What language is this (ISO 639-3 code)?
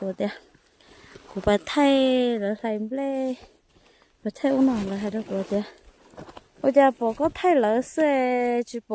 hmn